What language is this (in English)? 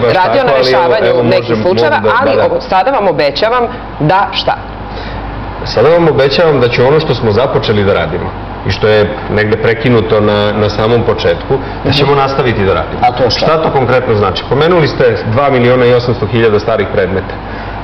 Serbian